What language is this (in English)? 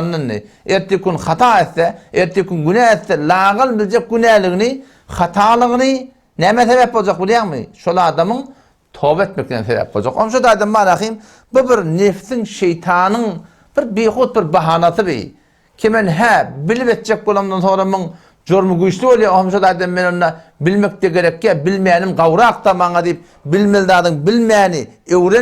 Turkmen